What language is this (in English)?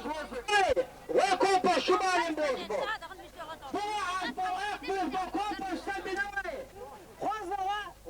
Chechen